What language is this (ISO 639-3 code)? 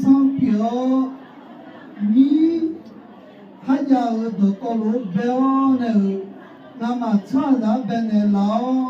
ahk